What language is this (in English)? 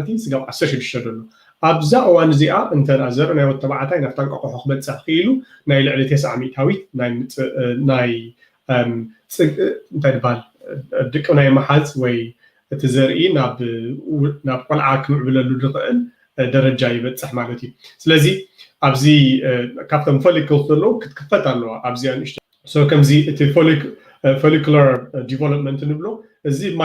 Tigrinya